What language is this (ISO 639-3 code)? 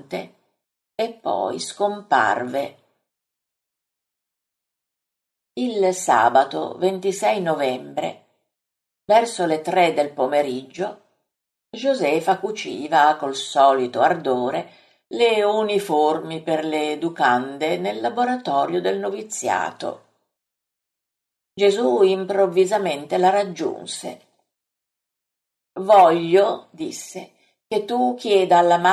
ita